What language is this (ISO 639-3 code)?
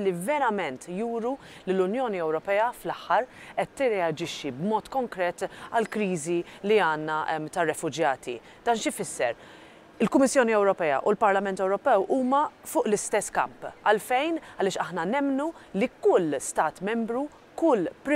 mlt